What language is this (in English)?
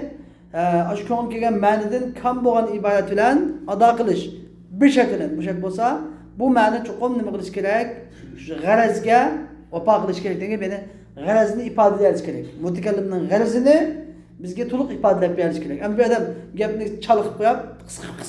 Uyghur